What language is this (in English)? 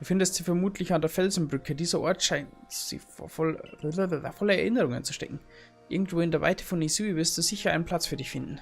Bavarian